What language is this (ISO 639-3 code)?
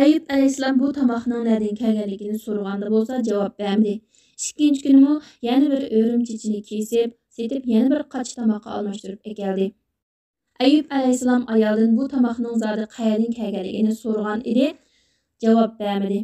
uig